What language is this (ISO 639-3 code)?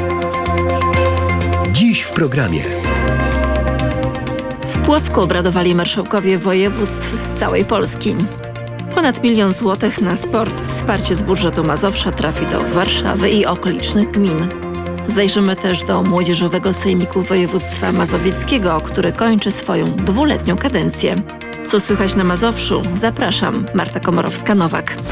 pol